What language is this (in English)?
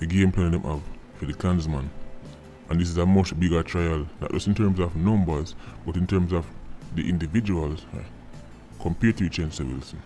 Jamaican Creole English